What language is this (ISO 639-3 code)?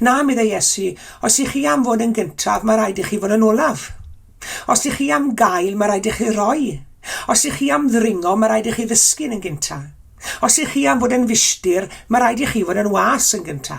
cym